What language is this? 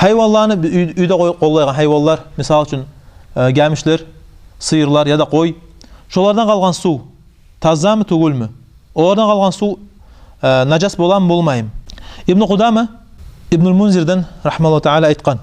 Kumyk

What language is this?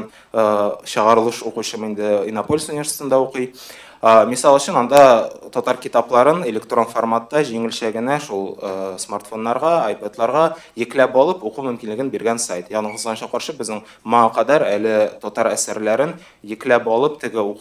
Tatar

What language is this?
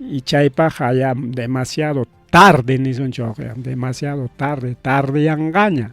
Ayacucho Quechua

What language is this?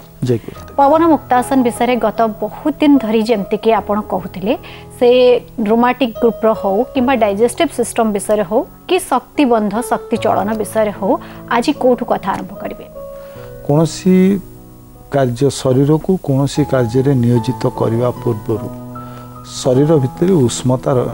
Odia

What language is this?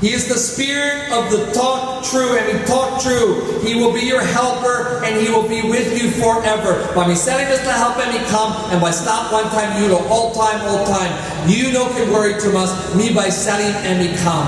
Tok Pisin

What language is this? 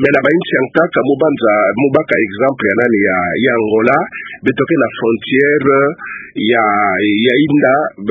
Kituba (Democratic Republic of Congo)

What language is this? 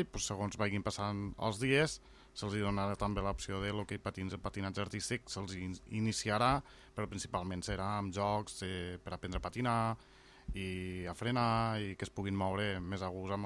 Catalan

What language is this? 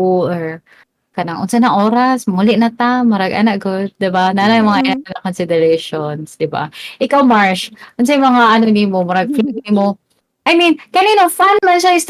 Cebuano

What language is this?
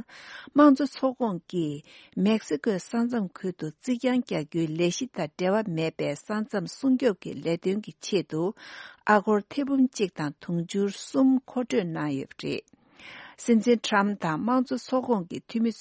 Tibetan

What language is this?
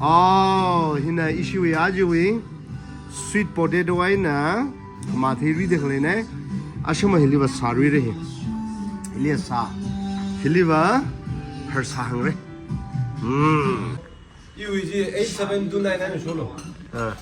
Tangkhul Naga (India)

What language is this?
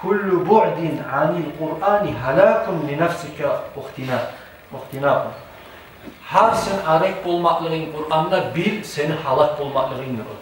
Kumyk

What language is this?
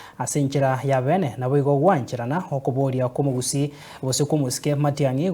Gusii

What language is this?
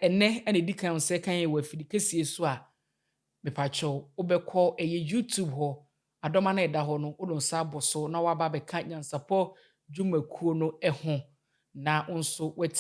Akan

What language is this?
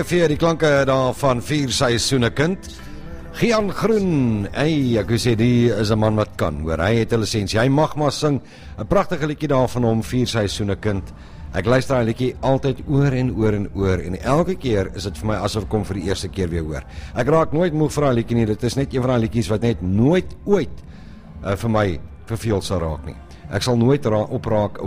Afrikaans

